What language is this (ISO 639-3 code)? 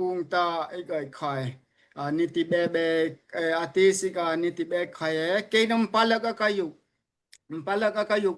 dao